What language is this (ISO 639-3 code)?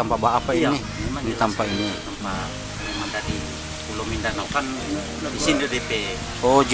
xmm